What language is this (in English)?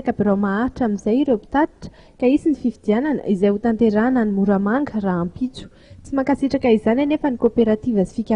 Malagasy